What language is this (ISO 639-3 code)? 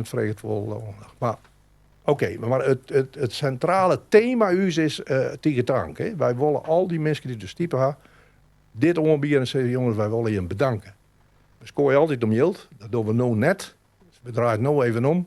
fry